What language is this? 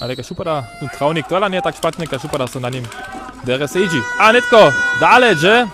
Upper Sorbian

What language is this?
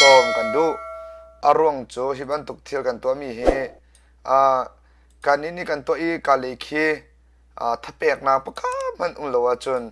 Hakha Chin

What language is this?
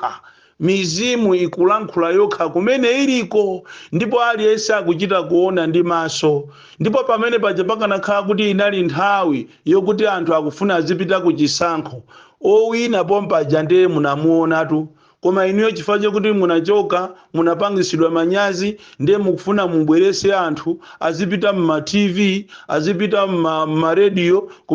Nyanja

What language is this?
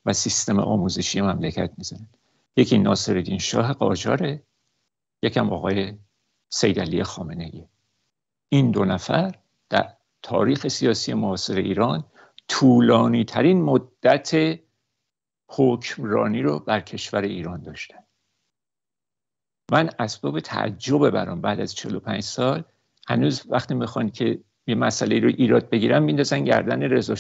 Persian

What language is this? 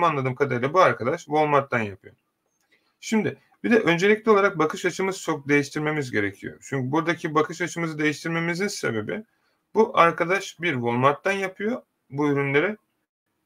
Turkish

